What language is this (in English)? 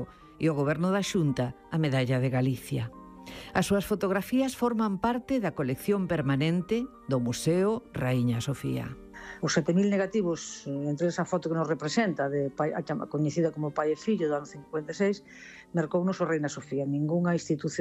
Galician